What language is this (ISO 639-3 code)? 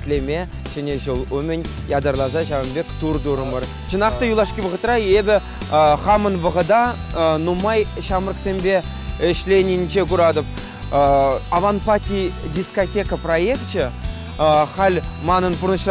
chv